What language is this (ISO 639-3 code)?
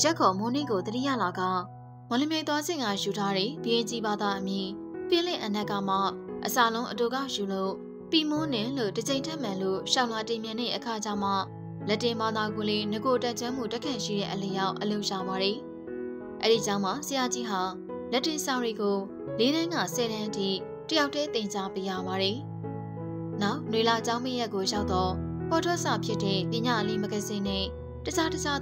mya